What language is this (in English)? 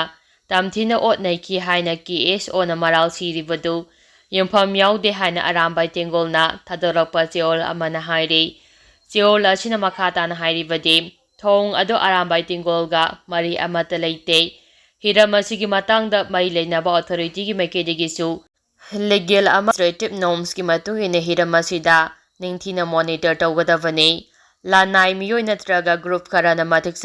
Manipuri